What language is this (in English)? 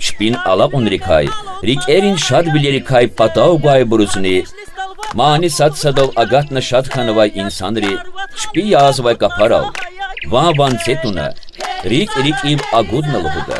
Lezghian